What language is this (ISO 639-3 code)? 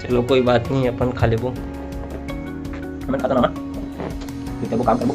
hne